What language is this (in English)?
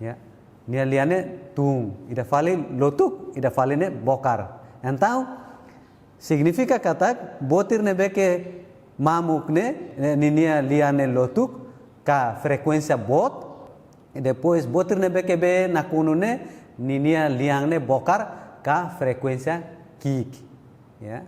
Tetum